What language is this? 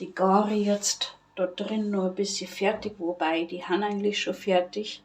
Bavarian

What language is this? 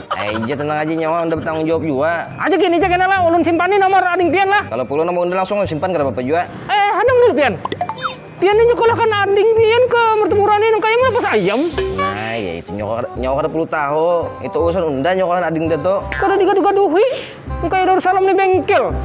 Banjar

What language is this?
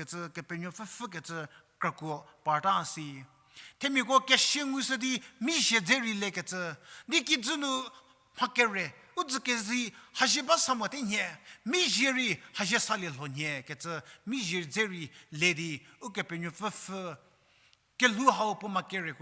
Angami Naga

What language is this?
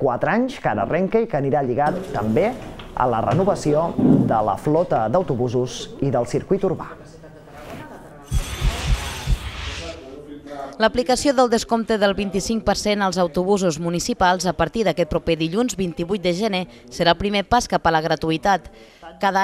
Catalan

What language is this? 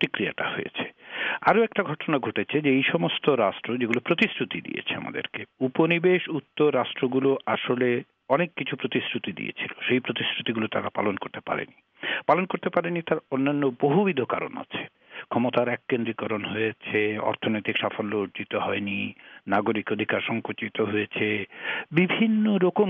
Bangla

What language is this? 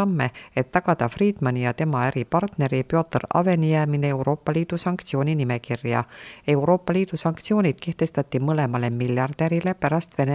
Estonian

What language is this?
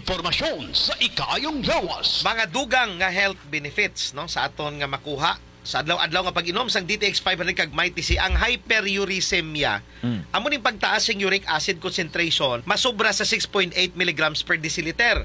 Hiligaynon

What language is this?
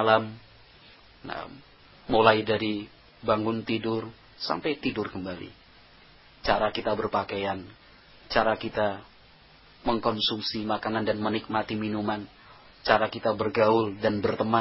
Indonesian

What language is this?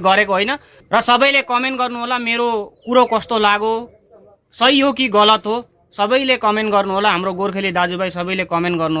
Nepali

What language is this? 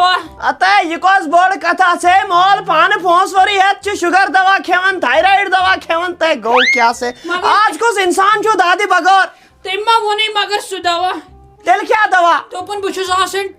Kashmiri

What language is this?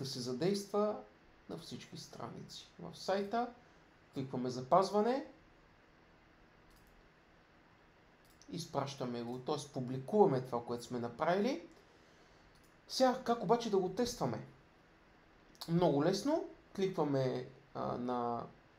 Bulgarian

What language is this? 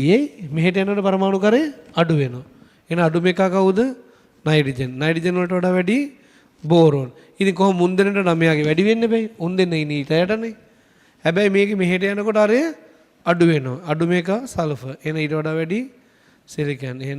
Sinhala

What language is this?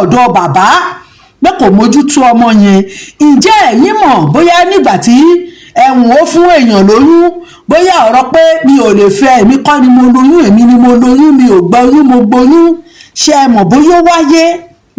Yoruba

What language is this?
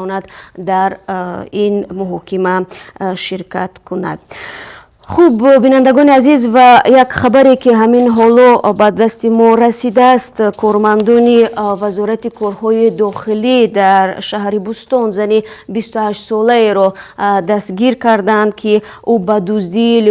Tajik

